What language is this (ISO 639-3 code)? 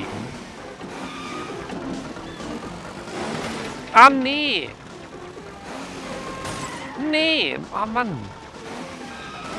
deu